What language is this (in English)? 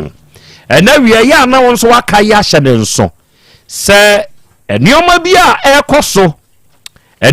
Akan